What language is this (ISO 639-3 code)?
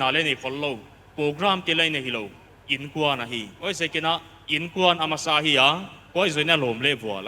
pck